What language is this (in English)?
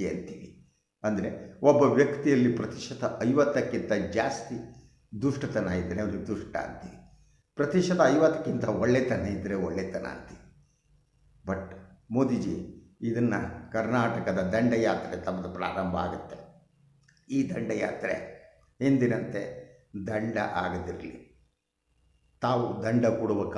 Kannada